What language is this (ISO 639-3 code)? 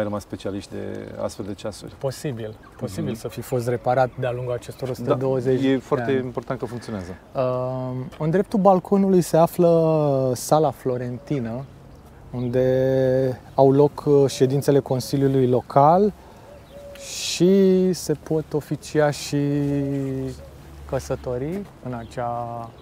ron